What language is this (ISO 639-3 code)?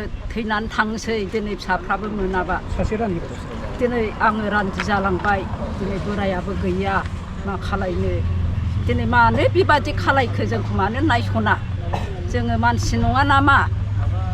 brx